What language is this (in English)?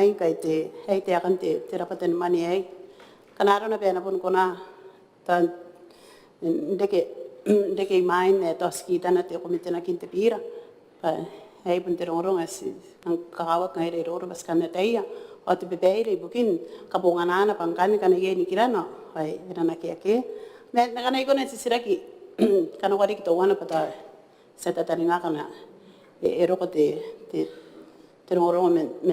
Gilbertese